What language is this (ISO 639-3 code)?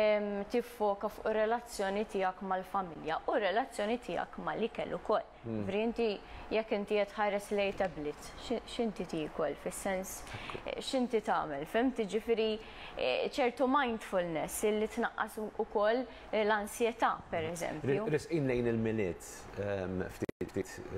mlt